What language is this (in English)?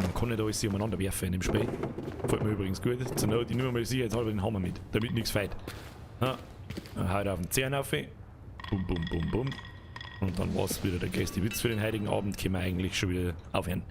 Bavarian